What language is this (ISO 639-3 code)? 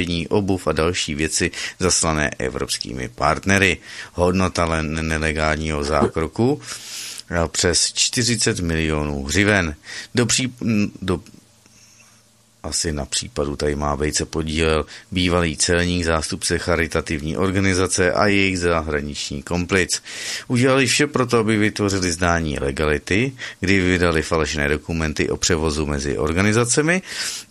ces